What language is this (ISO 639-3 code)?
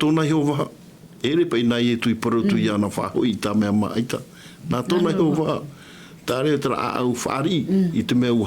tah